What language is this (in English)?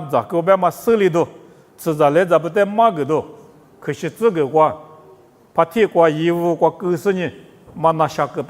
Lisu